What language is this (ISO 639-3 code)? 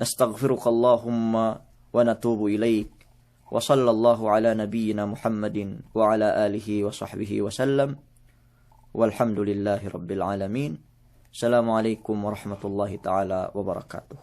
yka